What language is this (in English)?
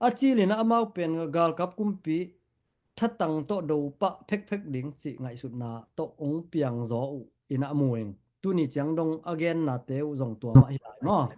Tedim Chin